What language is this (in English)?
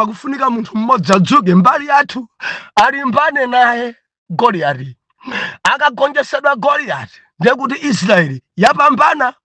Nyanja